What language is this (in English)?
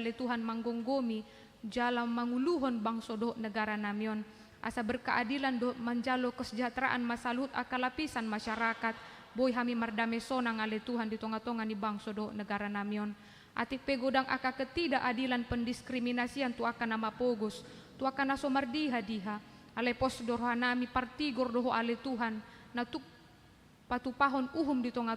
Batak Toba